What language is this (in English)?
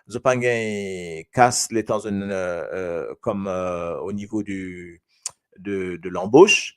Morisyen